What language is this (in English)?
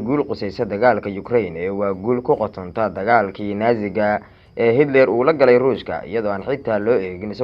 Somali